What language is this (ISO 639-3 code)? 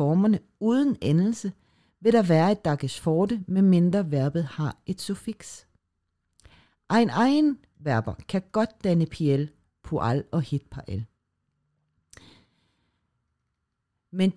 dan